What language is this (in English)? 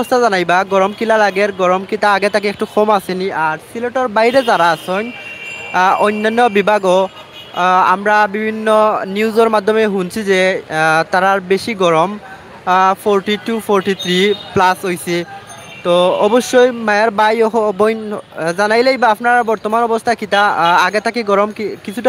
Sylheti